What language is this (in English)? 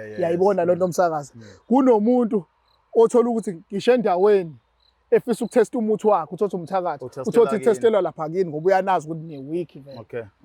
Zulu